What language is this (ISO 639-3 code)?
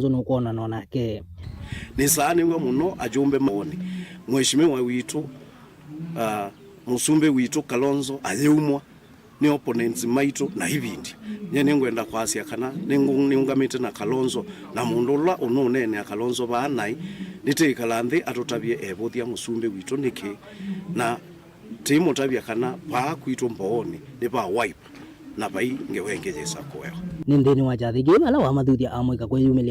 kam